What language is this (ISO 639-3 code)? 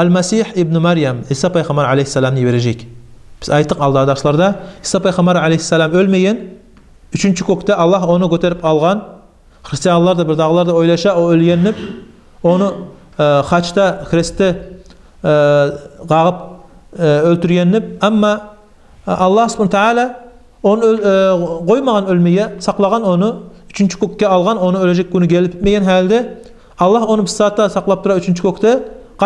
kum